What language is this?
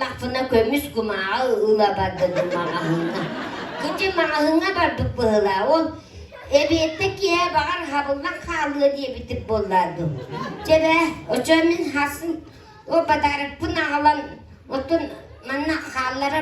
Yakut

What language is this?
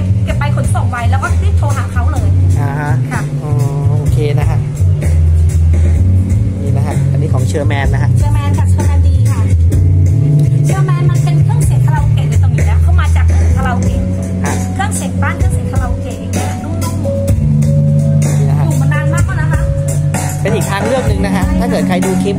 Thai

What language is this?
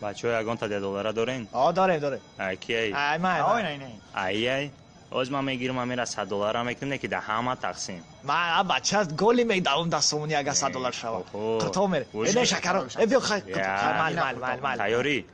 Tajik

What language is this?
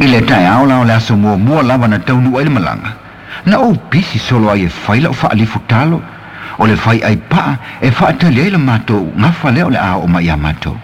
Samoan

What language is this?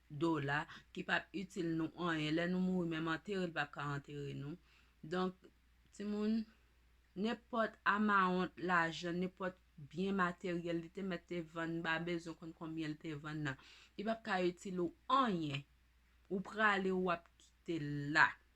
Haitian Creole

